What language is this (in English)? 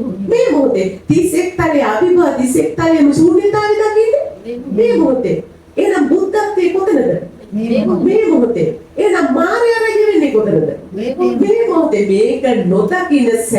Sinhala